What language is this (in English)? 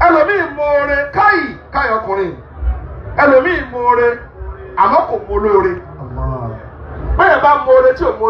Yoruba